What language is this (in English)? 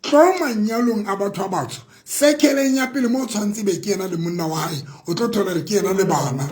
Southern Sotho